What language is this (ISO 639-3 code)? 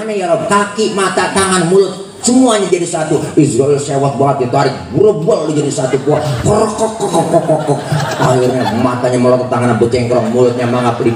bew